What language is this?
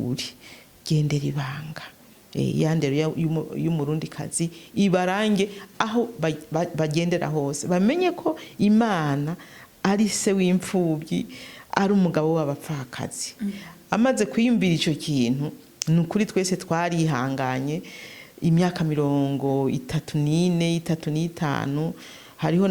Rundi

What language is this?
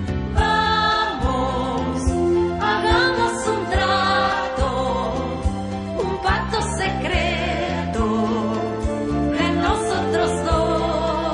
Spanish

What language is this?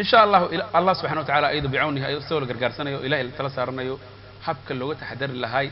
Somali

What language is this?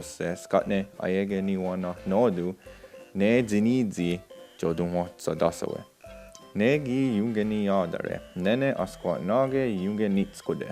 Mohawk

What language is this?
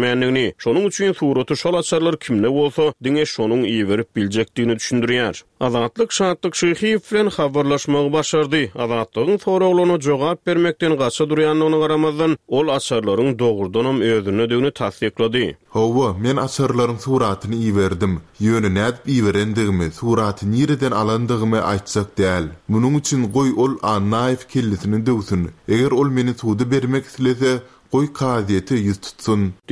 Turkmen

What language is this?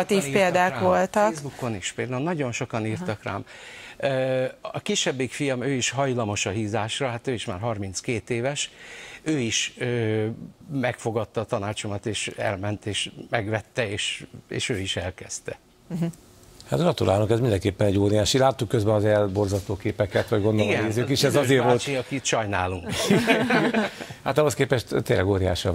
Hungarian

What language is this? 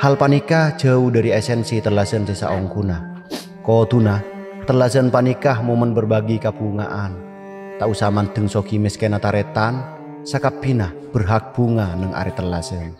Madurese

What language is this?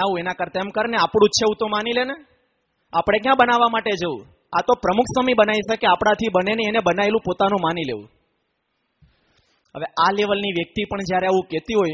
Gujarati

